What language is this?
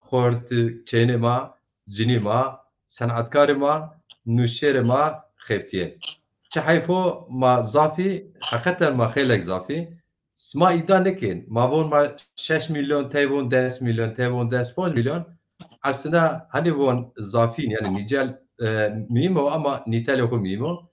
Zaza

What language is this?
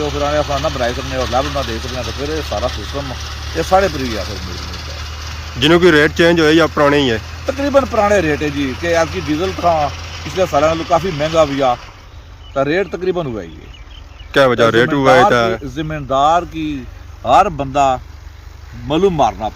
Pahari-Potwari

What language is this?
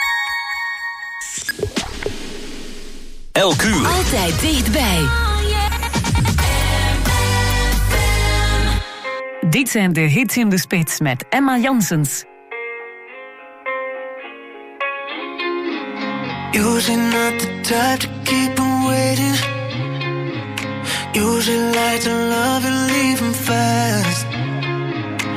Dutch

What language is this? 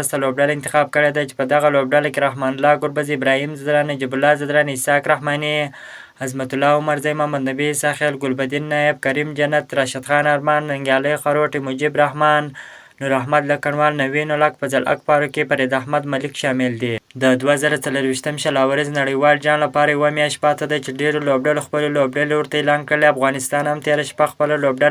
Pashto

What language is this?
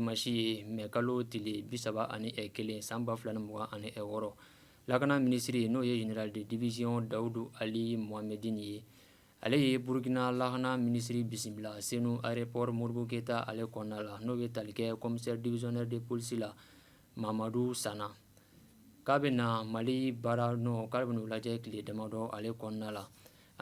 Bambara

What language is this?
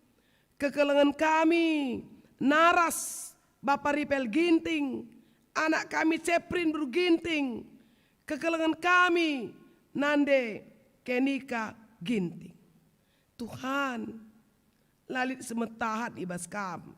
Batak Karo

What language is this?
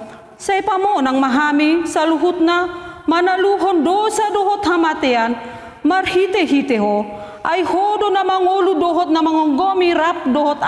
Batak Toba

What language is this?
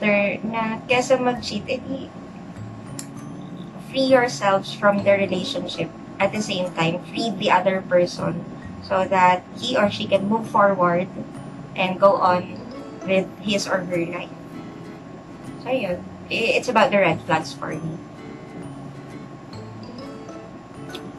Filipino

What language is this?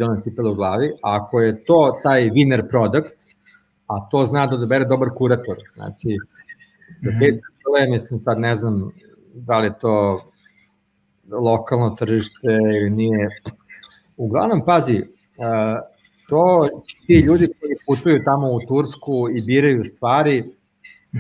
Serbian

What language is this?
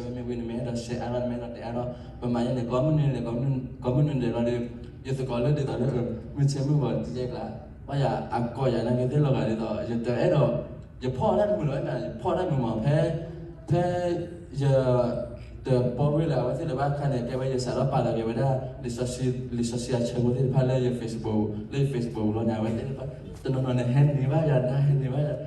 S'gaw Karen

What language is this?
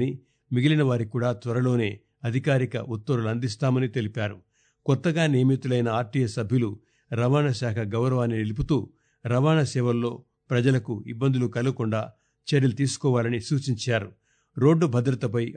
Telugu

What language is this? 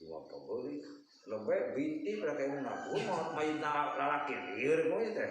Sundanese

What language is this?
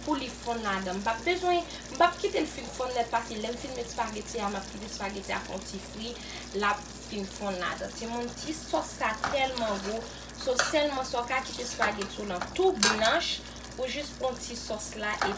Haitian Creole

